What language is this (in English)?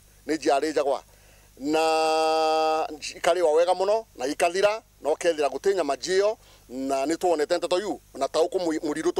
Meru